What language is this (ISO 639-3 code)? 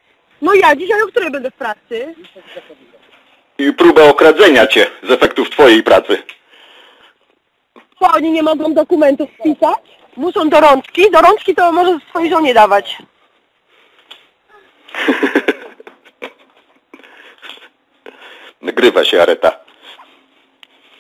pol